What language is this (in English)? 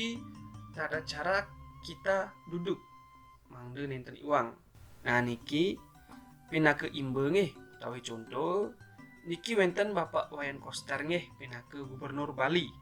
Balinese